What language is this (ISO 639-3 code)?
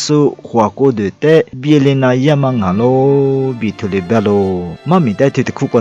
lis